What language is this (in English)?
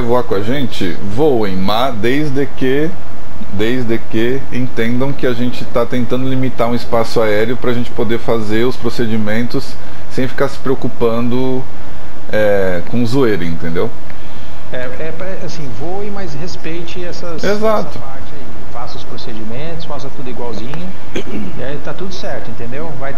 Portuguese